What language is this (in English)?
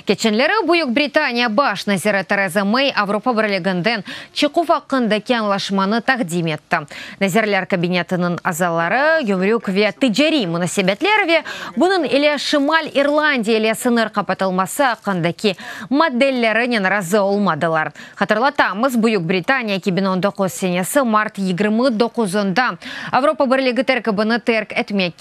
Crimean Tatar